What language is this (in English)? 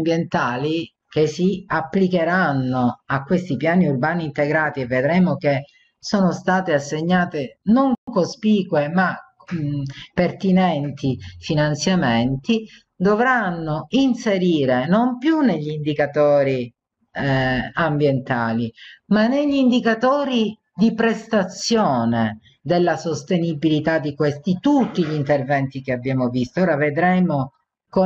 Italian